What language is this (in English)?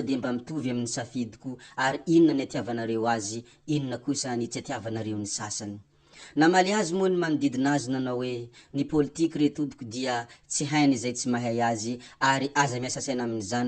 Malagasy